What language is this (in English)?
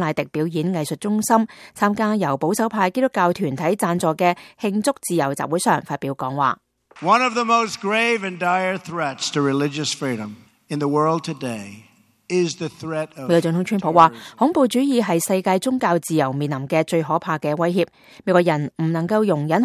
Cantonese